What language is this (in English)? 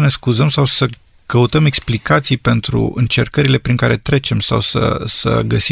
Romanian